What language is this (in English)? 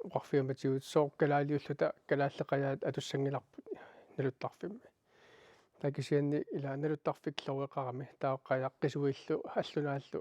Kalaallisut